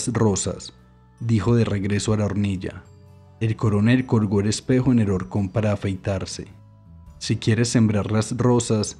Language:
Spanish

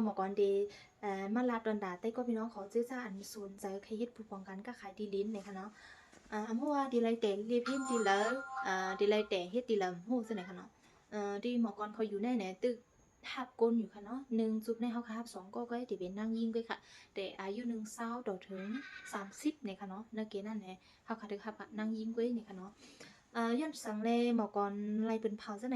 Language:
Shan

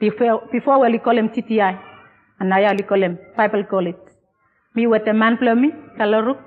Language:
Bislama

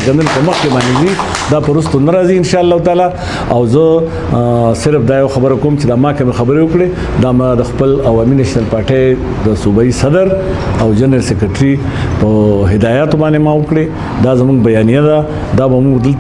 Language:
Pashto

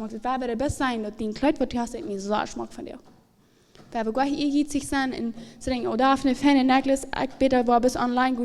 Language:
Plautdietsch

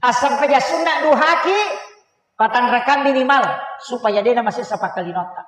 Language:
Buginese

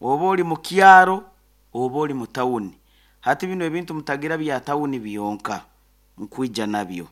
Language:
Nyoro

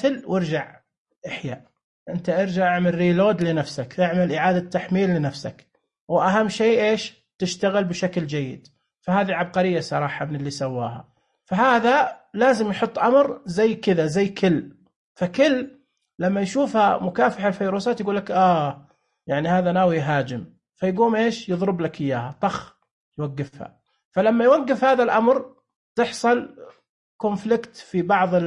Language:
Najdi Arabic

